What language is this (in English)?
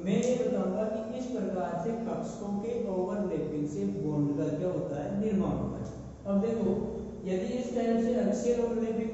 Hindi